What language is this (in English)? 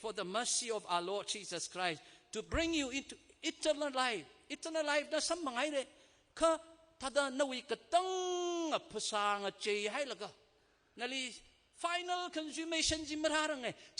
Tangkhul Naga (India)